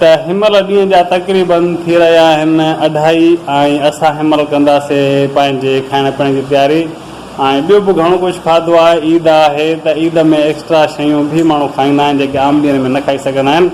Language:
Sindhi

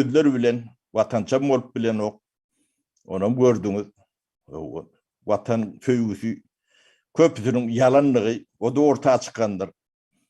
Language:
Turkmen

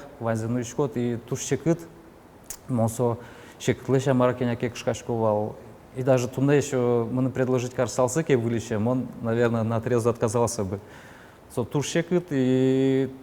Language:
Udmurt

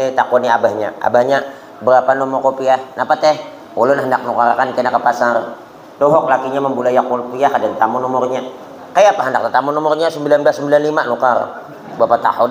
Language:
Banjar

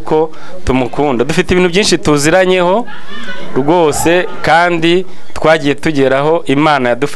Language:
Kinyarwanda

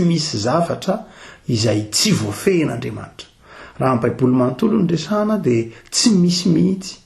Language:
Malagasy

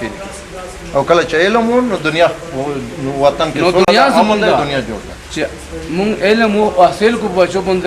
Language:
Pashto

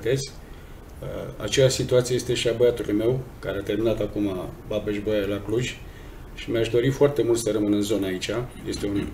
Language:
Romanian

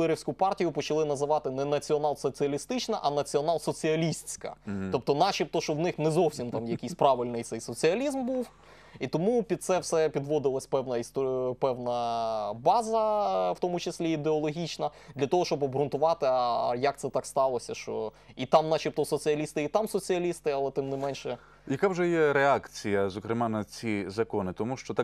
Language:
Ukrainian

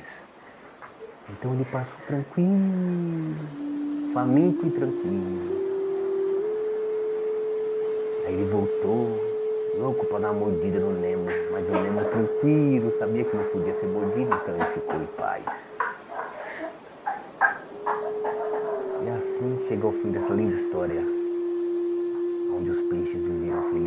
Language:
Portuguese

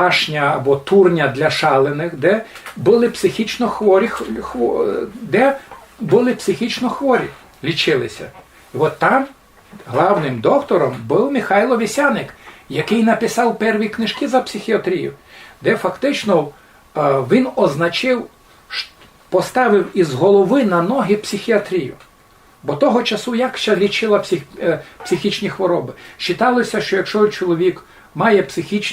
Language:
Rusyn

